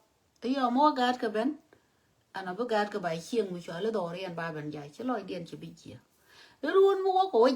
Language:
Nuer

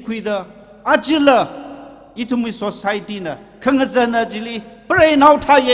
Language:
Tangkhul Naga (India)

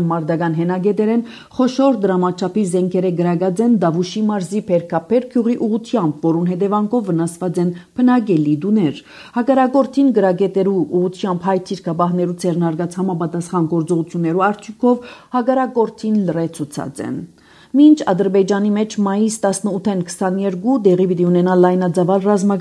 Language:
Armenian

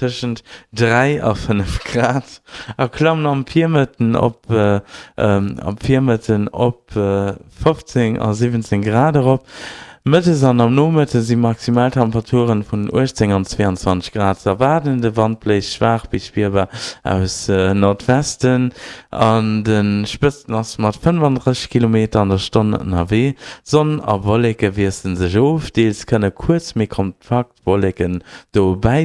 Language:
Luxembourgish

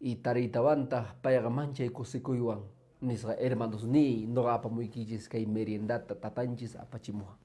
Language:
Quechua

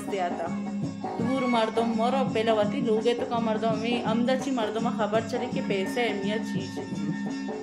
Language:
Baluchi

